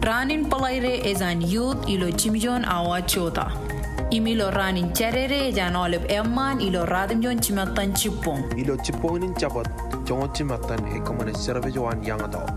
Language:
Marshallese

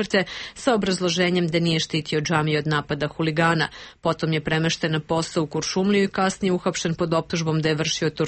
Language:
Serbian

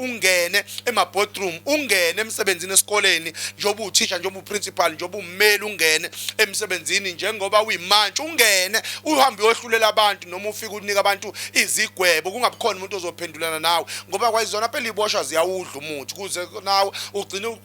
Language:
Zulu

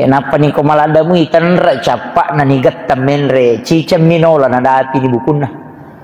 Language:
Buginese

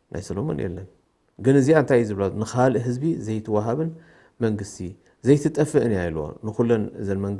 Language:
Tigrinya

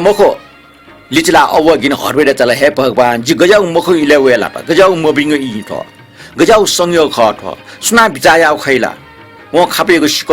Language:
Newari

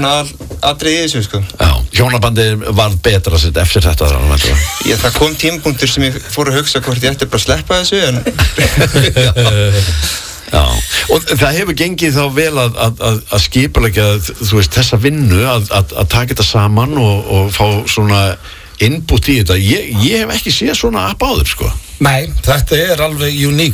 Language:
Icelandic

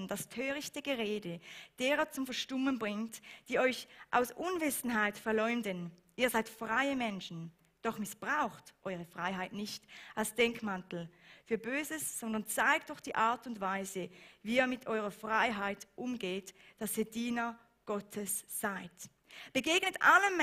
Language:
Swiss German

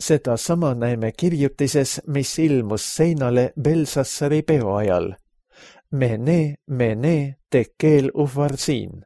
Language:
Estonian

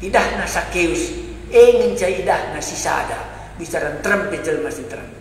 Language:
Batak Karo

